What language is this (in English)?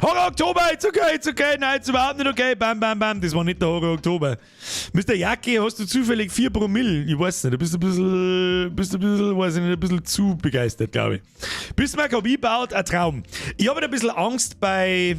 Bavarian